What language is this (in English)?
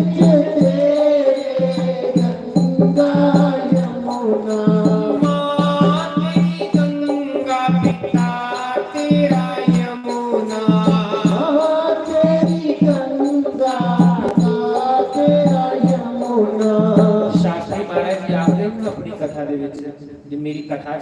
Dogri